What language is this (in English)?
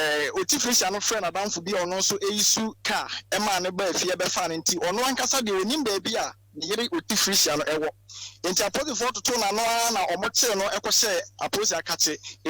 Akan